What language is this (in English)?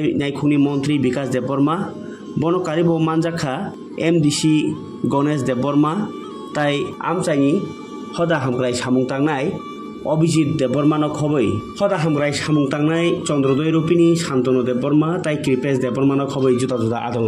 Kok Borok